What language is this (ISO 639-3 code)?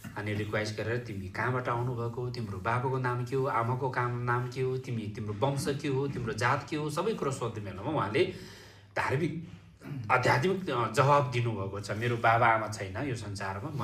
nep